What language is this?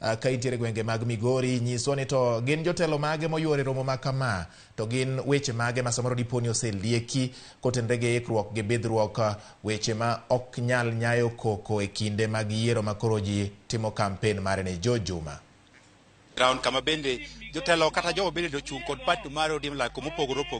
Luo (Kenya and Tanzania)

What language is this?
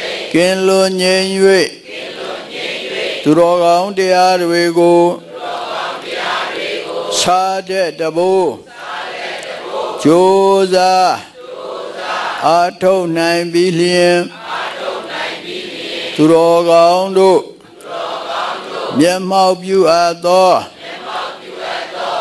Burmese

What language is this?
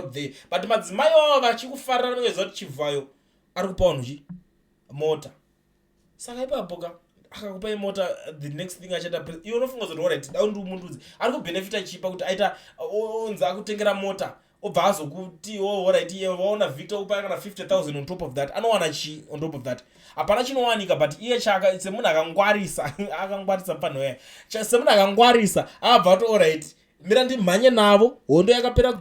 Shona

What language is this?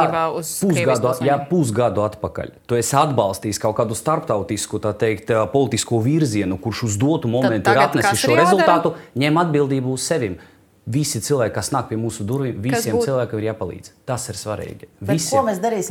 Latvian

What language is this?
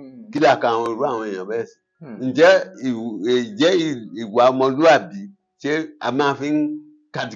Yoruba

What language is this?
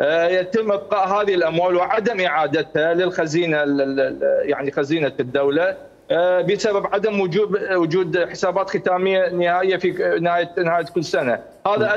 Mesopotamian Arabic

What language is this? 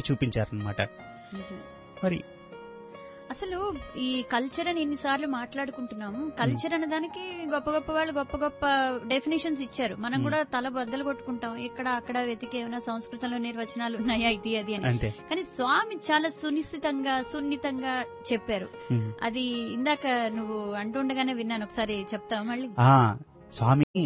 Telugu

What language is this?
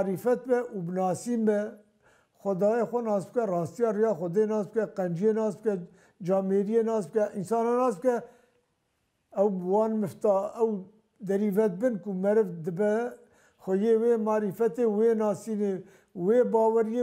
Kurdish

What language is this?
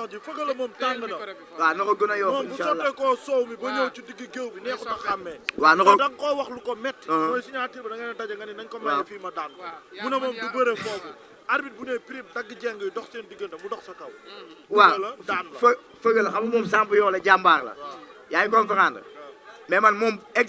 Wolof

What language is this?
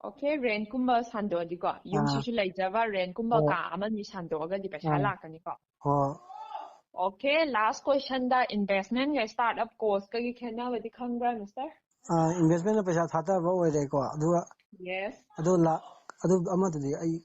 Manipuri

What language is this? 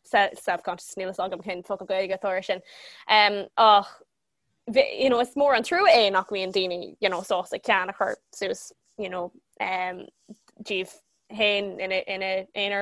Irish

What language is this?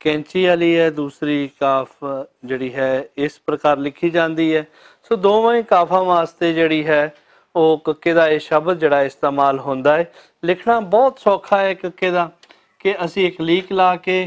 Western Panjabi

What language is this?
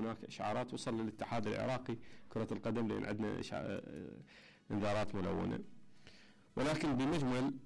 Mesopotamian Arabic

